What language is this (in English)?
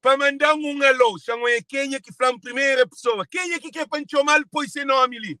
Kabuverdianu